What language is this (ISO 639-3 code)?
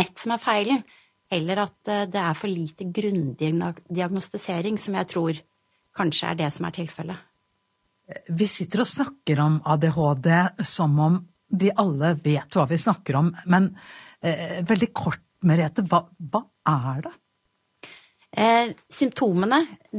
nor